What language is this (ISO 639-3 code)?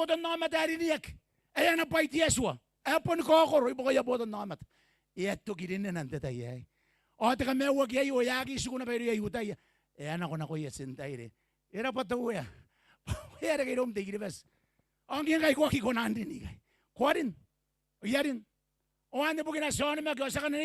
gil